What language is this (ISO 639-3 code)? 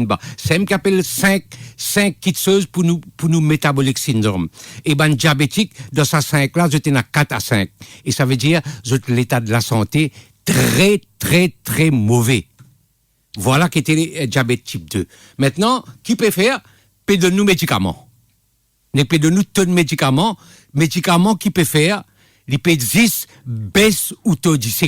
mfe